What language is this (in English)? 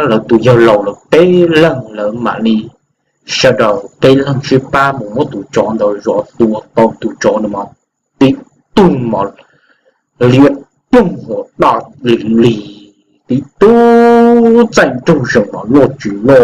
Hmong